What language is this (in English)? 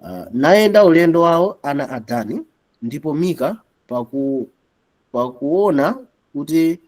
Nyanja